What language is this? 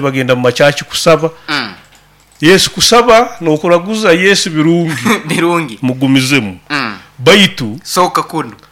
Nyoro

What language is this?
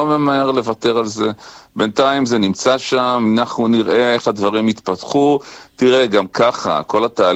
Hebrew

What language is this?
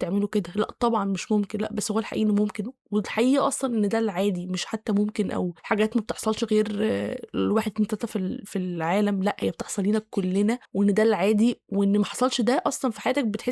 Egyptian Arabic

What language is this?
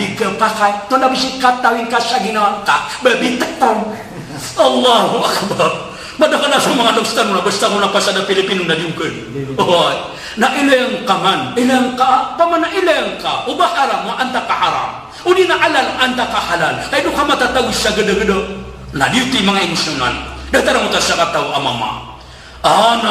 Maranao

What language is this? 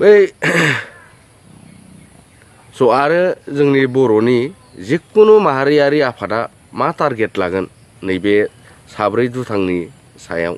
Bodo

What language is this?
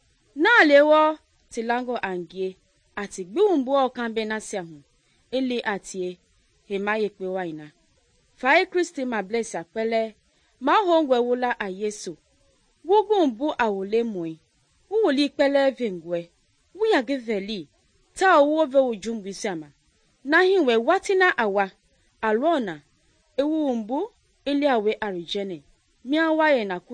Mende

